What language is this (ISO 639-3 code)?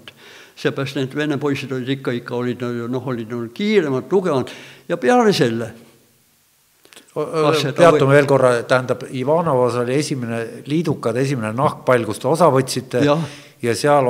est